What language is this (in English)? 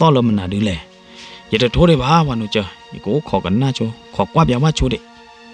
S'gaw Karen